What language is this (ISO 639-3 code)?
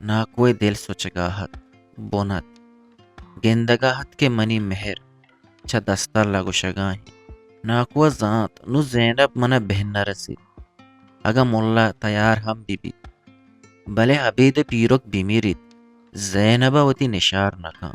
bgp